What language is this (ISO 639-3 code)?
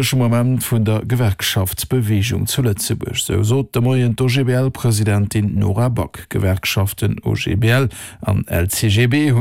ltz